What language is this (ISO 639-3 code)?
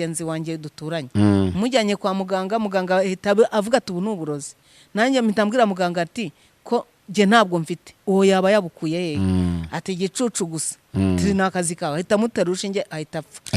kin